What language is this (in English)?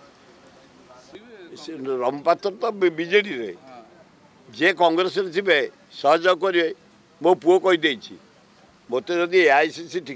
Odia